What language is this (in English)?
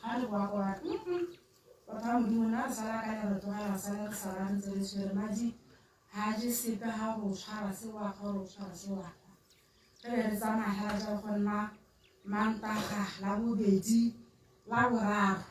Tswana